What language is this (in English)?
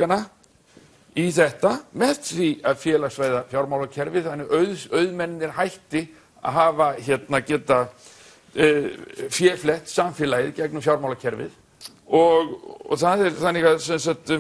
Icelandic